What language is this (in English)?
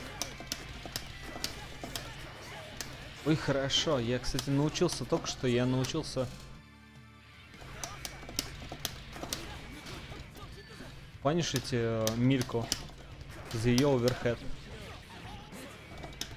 Russian